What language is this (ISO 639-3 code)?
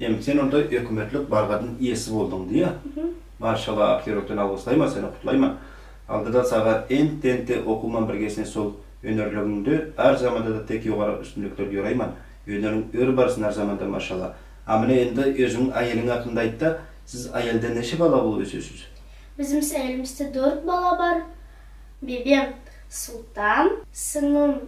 nog